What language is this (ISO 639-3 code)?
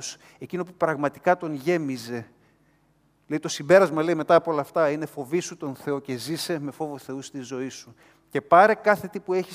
ell